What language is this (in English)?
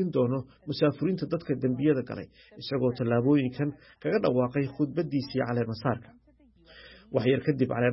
Somali